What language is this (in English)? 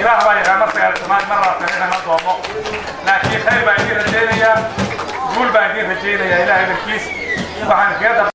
Somali